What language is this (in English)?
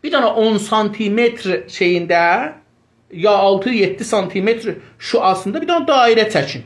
South Azerbaijani